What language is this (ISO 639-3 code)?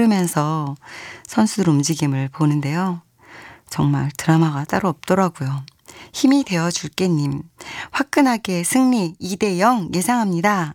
kor